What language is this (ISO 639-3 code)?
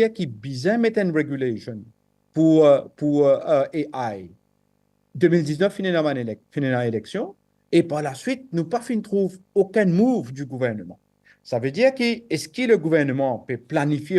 mfe